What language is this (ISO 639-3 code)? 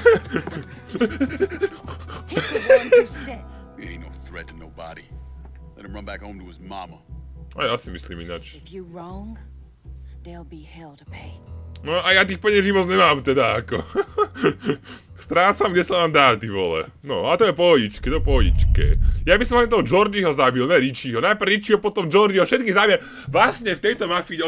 slk